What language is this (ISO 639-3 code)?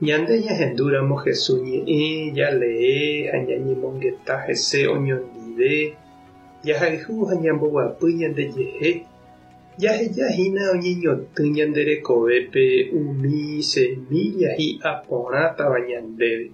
grn